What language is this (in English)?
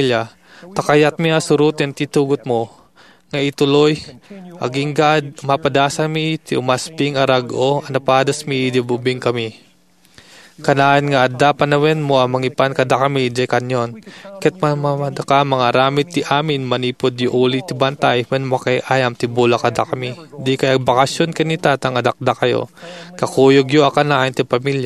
Iloko